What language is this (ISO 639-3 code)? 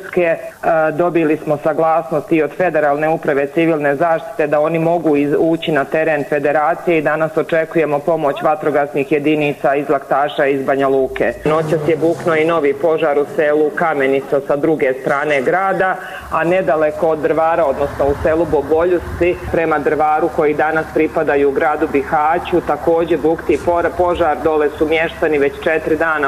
bos